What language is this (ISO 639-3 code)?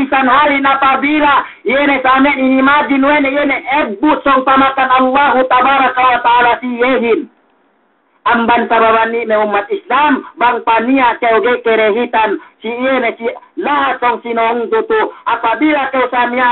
yka